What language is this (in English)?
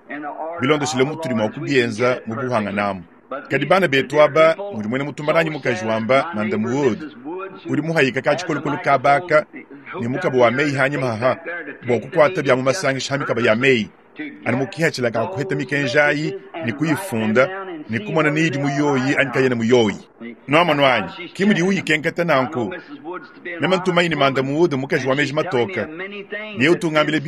Luba-Lulua